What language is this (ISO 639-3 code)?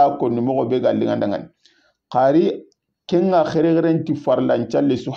snk